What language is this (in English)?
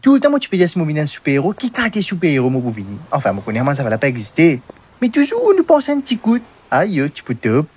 Morisyen